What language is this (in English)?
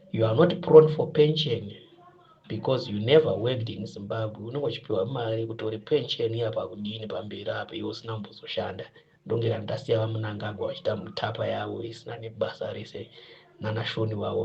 Shona